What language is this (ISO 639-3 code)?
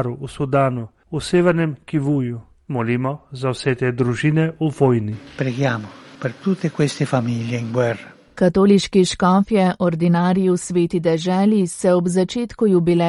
slv